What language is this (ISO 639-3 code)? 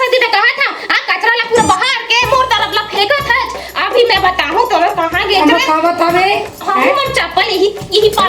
hne